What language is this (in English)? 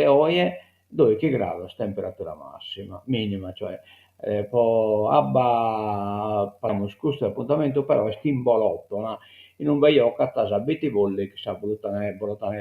Sardinian